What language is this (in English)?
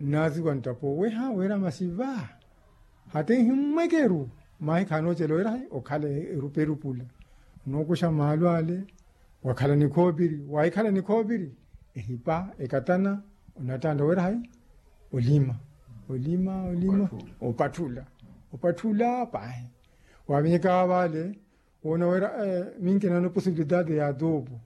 Makhuwa